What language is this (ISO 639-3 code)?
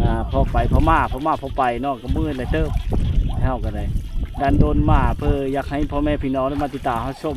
lao